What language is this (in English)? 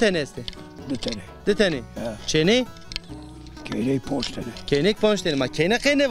Zaza